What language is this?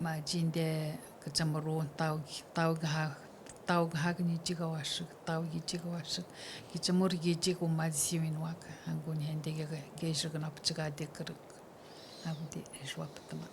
Atikamekw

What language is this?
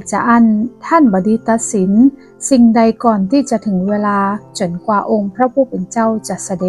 Northern Thai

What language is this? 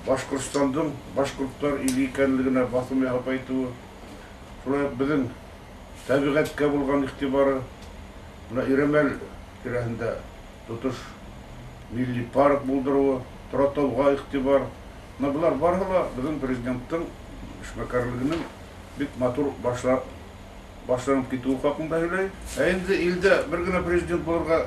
Bashkir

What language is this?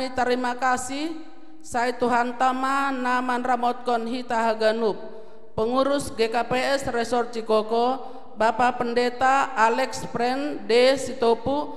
Batak Simalungun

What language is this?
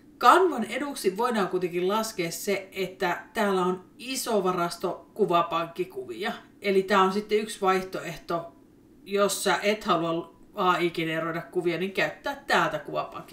Finnish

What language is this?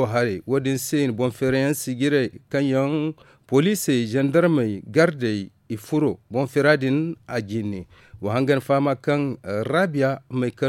Zarma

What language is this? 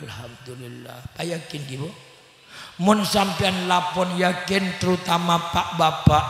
Madurese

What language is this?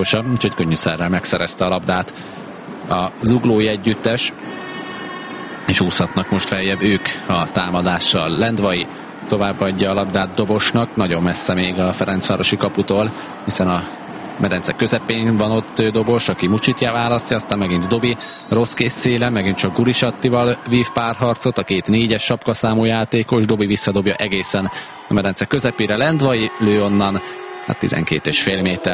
Hungarian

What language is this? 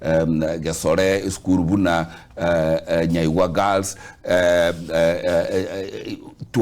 Gusii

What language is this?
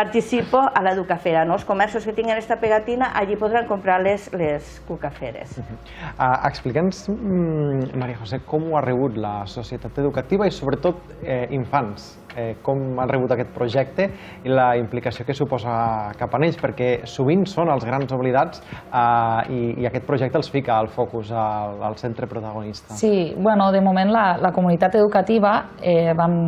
Catalan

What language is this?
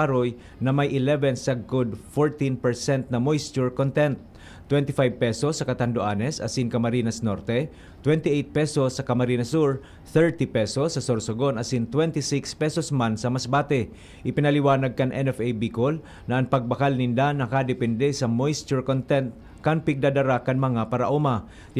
Bikol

